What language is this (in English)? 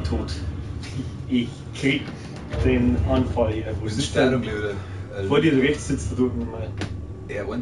Bavarian